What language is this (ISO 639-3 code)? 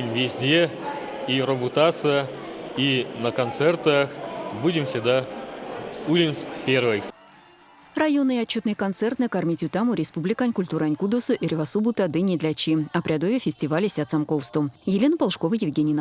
myv